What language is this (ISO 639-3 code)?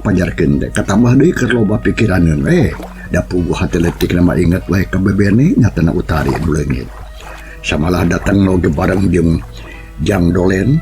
sun